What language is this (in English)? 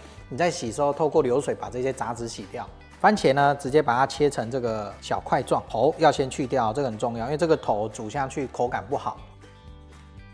Chinese